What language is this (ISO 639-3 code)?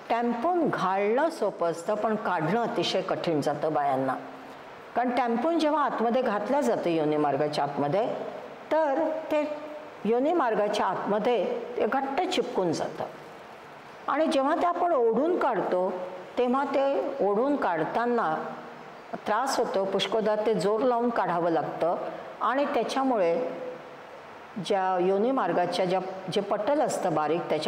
mar